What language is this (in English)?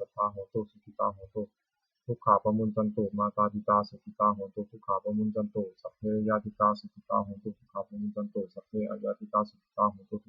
Pali